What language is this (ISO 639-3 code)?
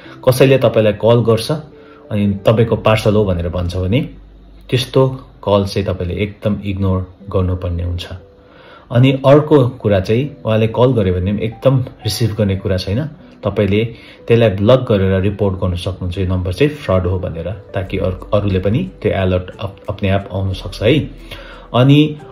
nep